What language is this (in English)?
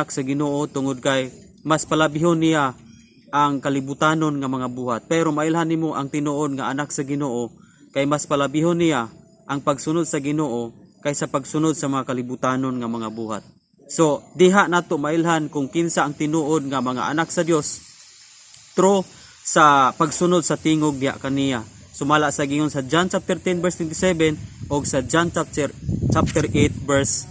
Cebuano